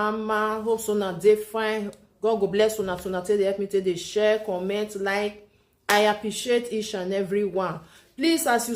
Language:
Nigerian Pidgin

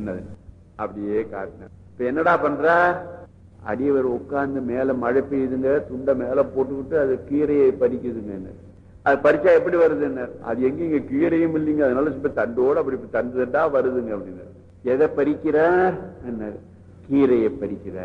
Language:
Tamil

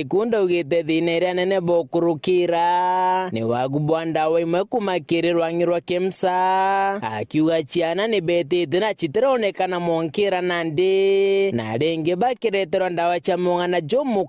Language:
Meru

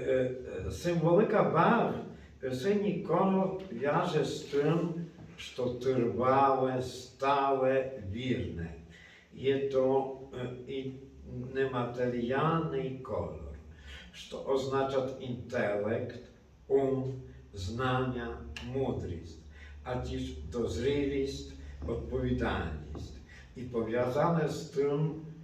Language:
Rusyn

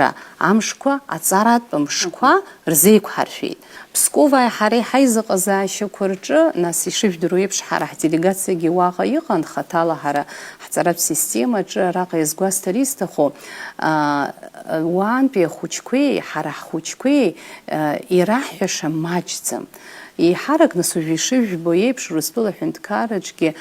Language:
Abkhazian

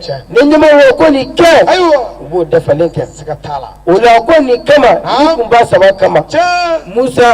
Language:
Bambara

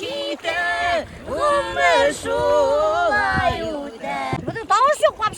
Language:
Bashkir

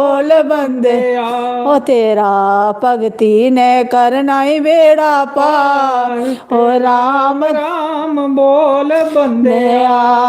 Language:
Dogri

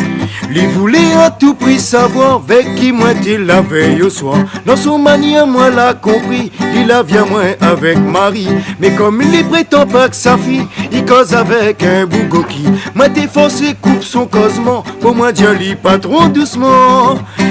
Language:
Réunion Creole French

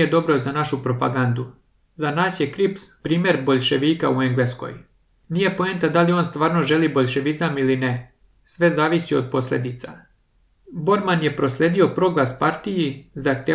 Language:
Serbian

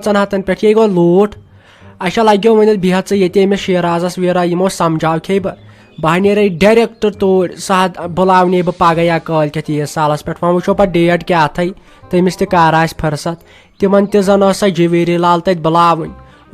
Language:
Kashmiri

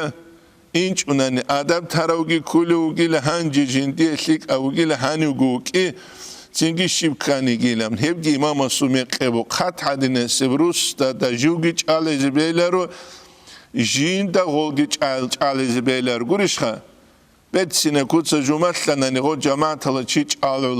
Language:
Avaric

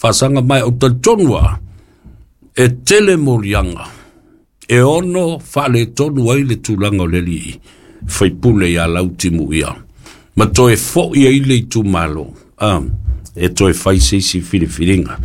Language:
Samoan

